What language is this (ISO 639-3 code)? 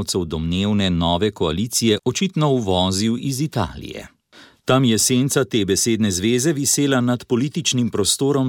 slv